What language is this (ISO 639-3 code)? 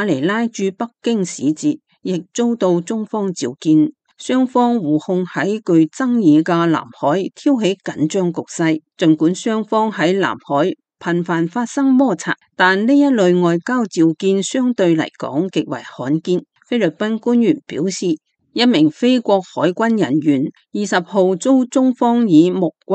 yue